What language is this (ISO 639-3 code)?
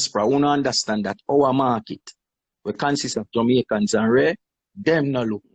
jam